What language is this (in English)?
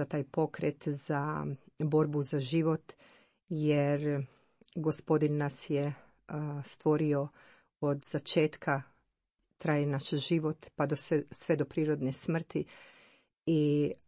Croatian